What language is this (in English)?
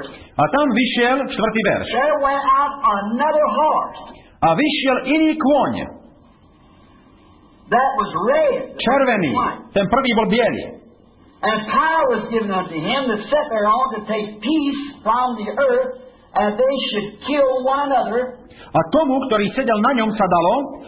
Slovak